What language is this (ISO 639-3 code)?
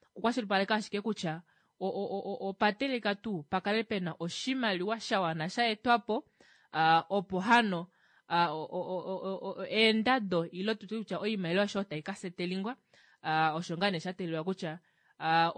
kua